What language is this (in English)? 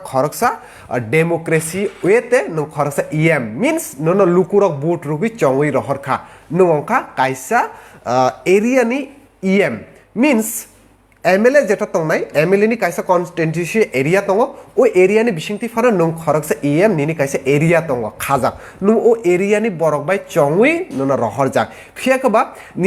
Kok Borok